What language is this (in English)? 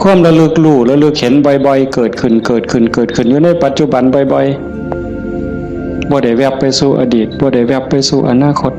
Northeastern Thai